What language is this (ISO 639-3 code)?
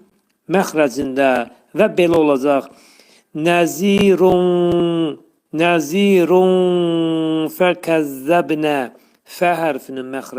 aze